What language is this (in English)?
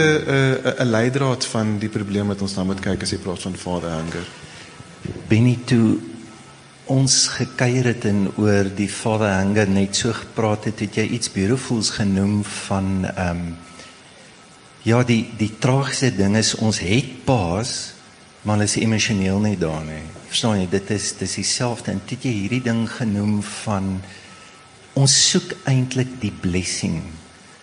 Afrikaans